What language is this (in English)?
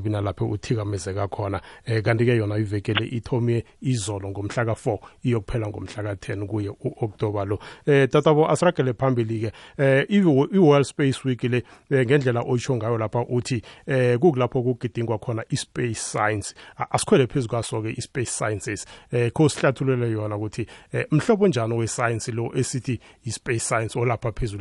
South Ndebele